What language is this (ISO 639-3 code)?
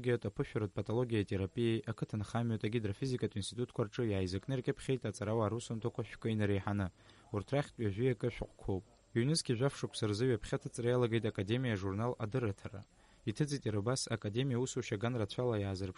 abk